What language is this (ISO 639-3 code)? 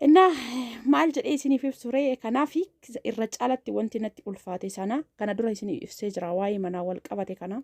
orm